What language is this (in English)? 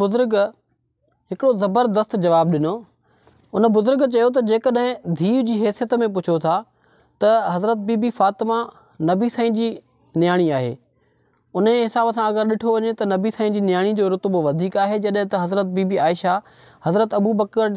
Sindhi